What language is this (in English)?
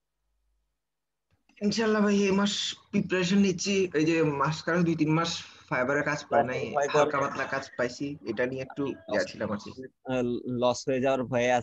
Bangla